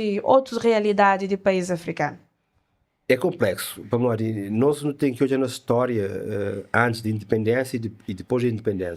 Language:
Kabuverdianu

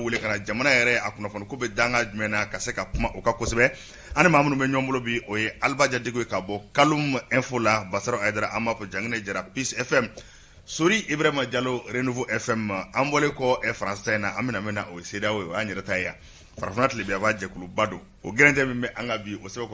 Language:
Bambara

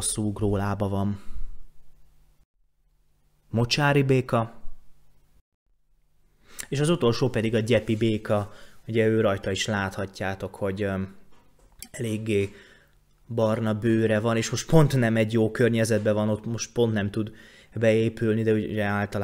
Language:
Hungarian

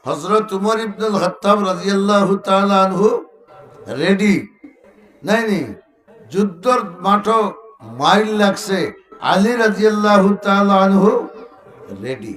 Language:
Sylheti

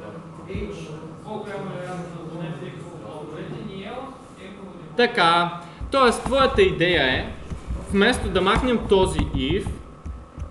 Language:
Bulgarian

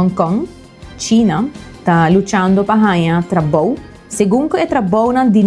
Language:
Papiamento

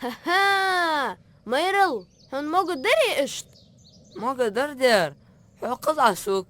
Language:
Ingush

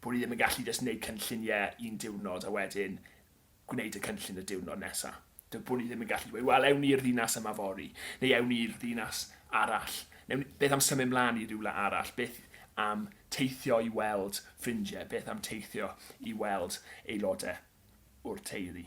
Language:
Welsh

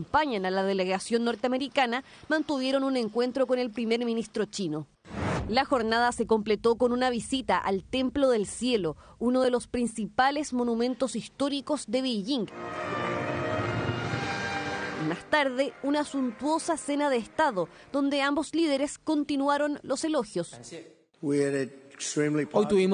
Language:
Spanish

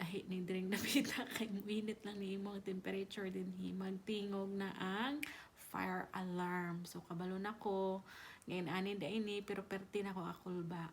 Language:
Cebuano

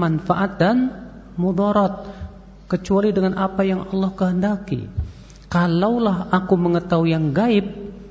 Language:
Indonesian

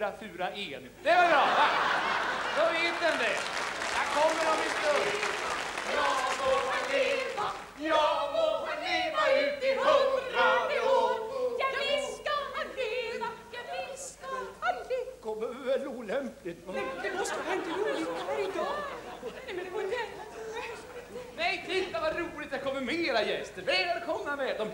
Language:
Swedish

